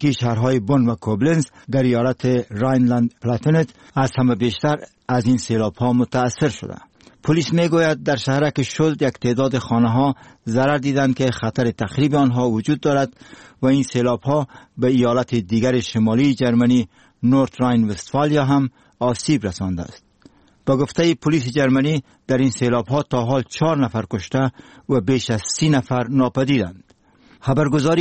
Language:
Persian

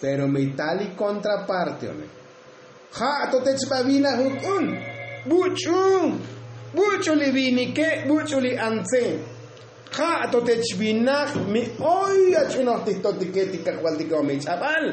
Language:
Tzotzil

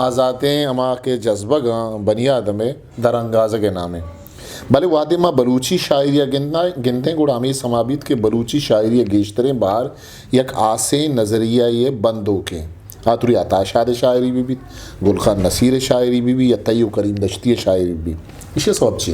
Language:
Eastern Balochi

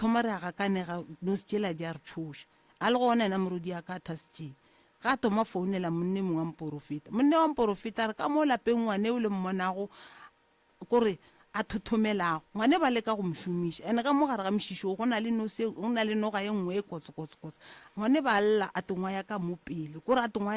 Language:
Northern Sotho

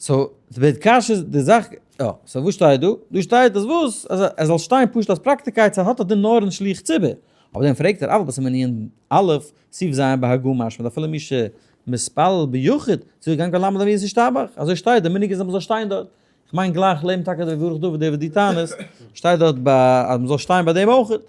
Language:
Yiddish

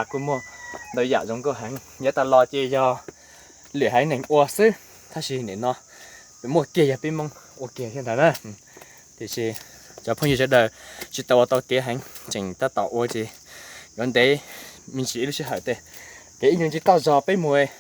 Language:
Hmong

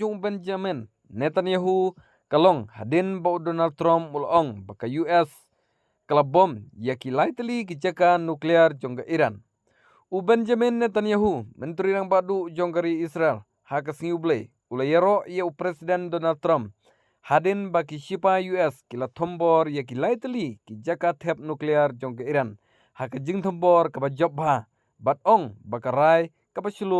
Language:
Khasi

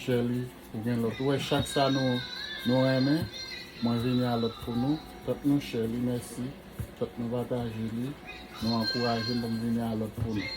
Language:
Haitian Creole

